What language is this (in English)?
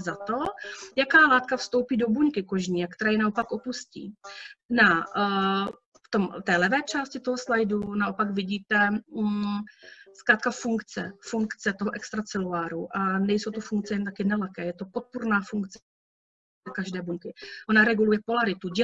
Czech